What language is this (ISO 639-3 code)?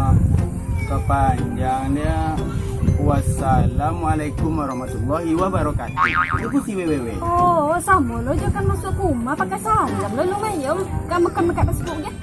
min